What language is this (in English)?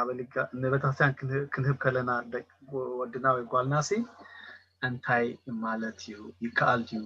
Tigrinya